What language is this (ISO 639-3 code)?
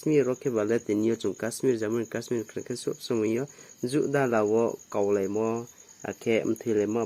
ria